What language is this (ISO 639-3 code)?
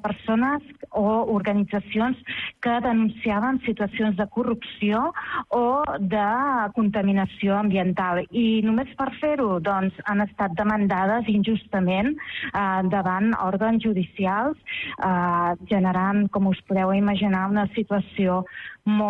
cat